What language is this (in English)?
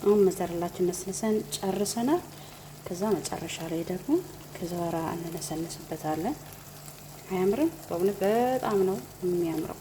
Amharic